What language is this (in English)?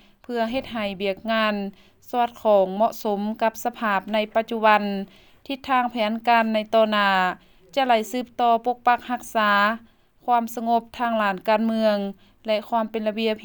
Lao